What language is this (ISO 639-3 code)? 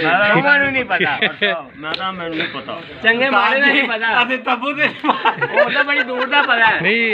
pan